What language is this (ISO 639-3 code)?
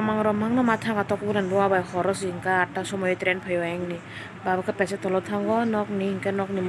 trp